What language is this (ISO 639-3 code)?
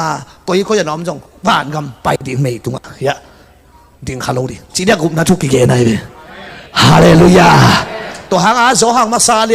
ctd